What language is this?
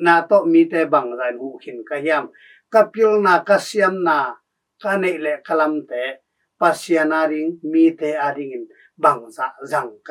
Tedim Chin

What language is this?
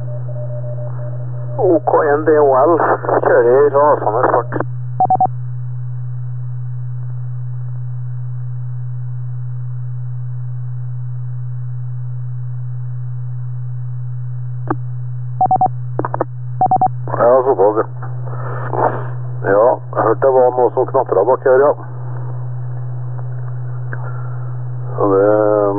Norwegian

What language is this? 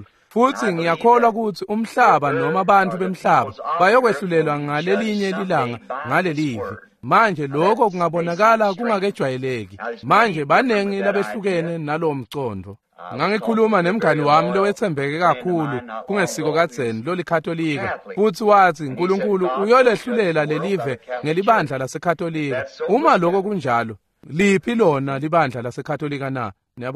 Swati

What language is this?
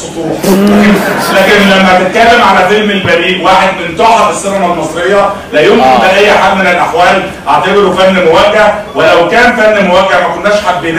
Egyptian Arabic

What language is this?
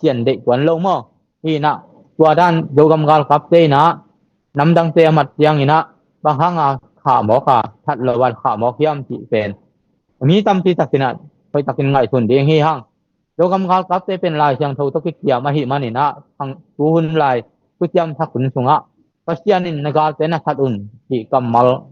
Tedim Chin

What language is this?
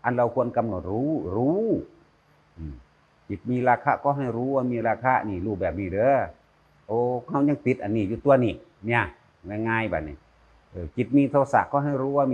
Northeastern Thai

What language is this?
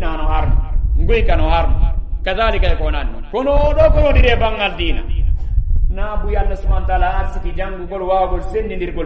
Fula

